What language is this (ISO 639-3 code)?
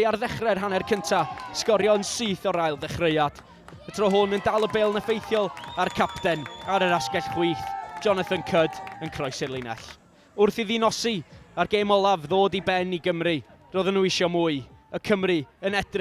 cym